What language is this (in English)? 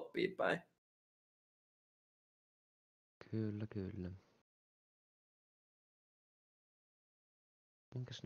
Finnish